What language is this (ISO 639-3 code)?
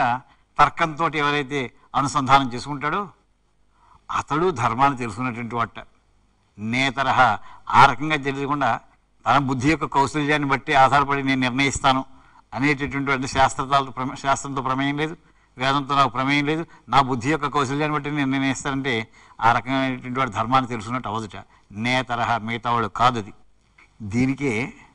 tel